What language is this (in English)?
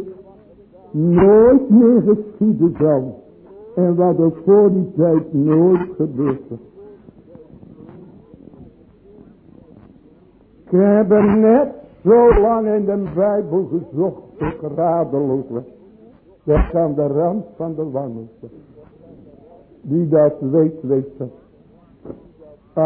Dutch